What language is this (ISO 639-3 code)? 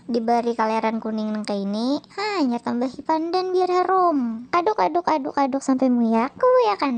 bjn